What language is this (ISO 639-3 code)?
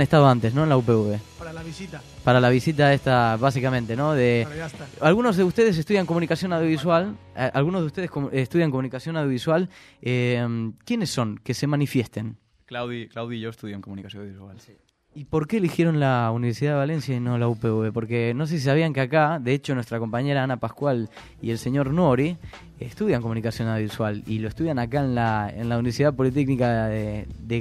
spa